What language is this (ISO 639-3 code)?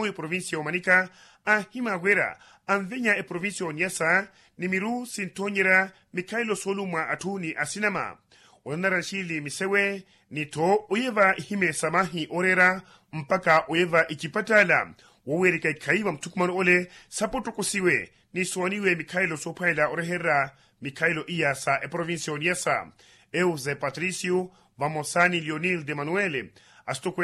vmw